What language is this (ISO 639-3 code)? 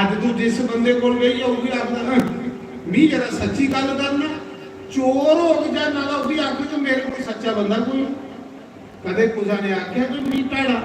doi